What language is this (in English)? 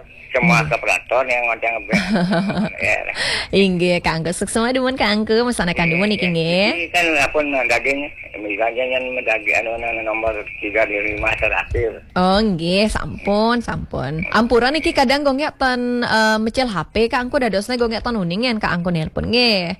Balinese